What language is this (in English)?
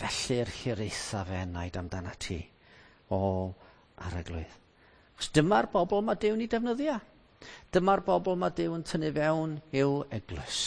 Welsh